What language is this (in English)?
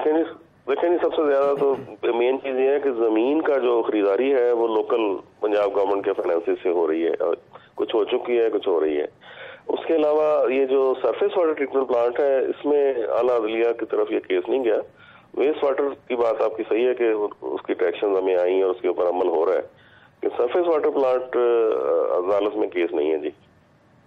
Urdu